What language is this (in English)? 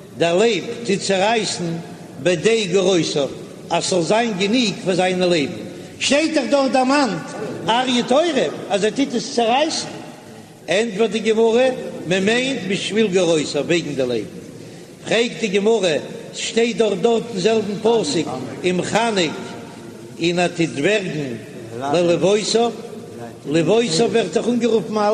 Yiddish